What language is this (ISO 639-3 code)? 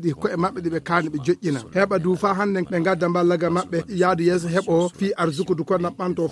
ful